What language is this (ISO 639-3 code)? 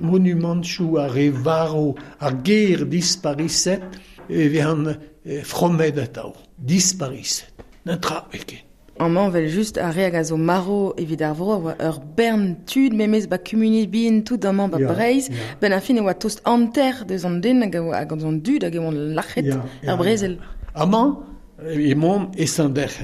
bre